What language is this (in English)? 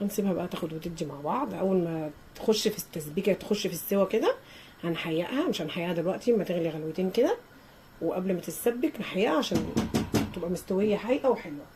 Egyptian Arabic